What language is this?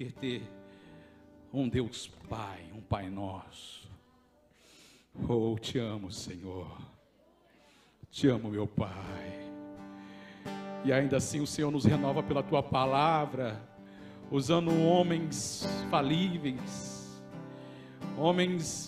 Portuguese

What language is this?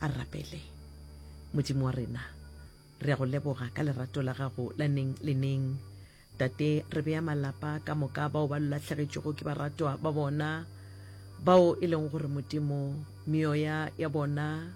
Northern Sotho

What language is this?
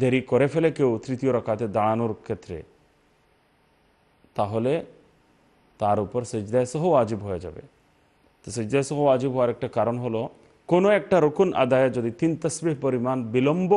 Bangla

